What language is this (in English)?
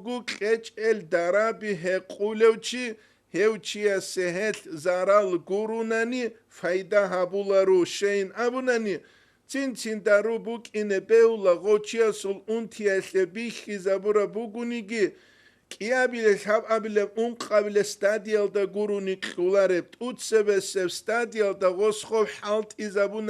Avaric